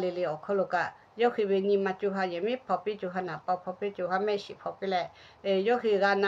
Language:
Lahu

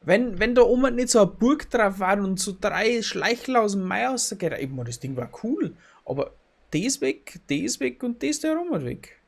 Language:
Bavarian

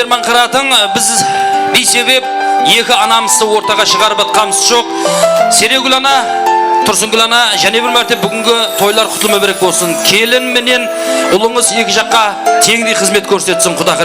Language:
Kara-Kalpak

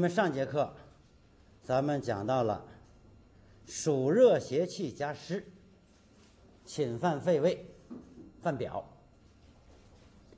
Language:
Chinese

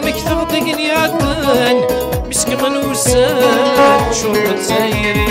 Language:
Kabyle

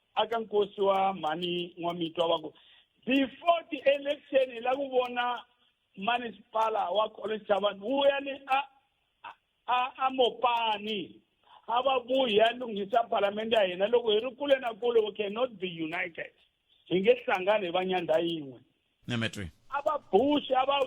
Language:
Tsonga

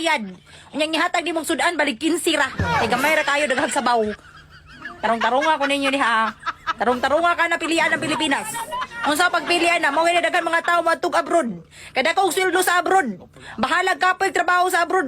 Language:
Cebuano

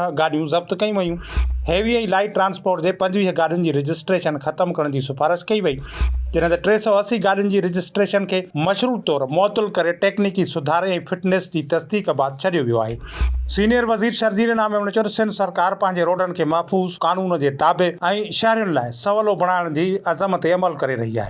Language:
Sindhi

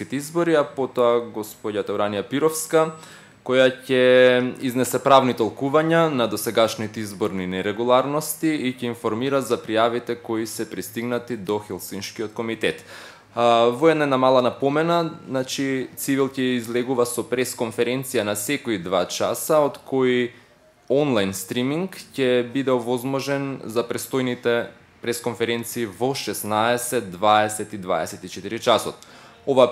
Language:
Macedonian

